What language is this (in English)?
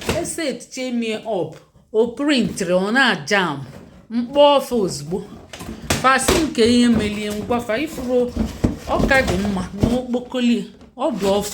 Igbo